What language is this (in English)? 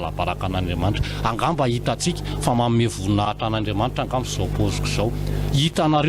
Malagasy